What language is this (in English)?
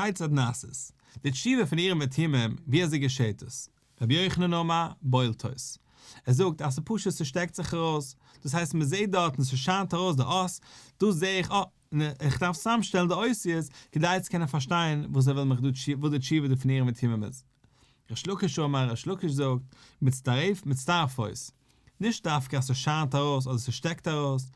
Yiddish